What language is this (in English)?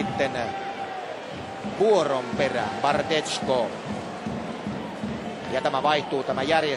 Finnish